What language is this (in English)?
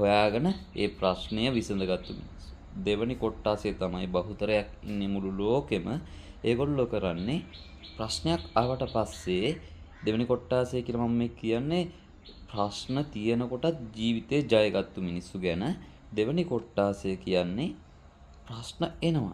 Sinhala